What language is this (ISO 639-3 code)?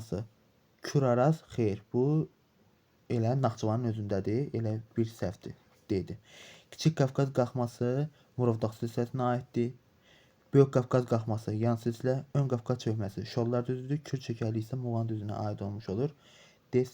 aze